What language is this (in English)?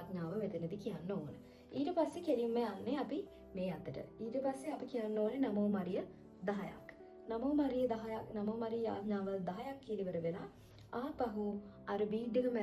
Sinhala